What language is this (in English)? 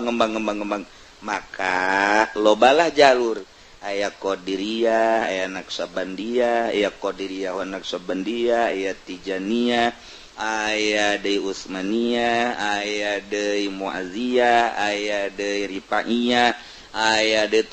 Sundanese